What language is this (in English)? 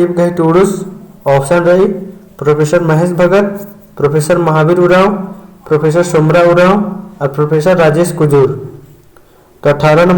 Kurukh